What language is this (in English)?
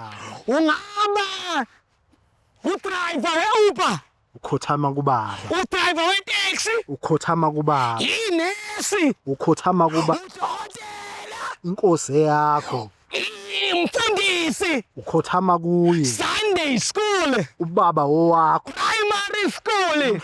Zulu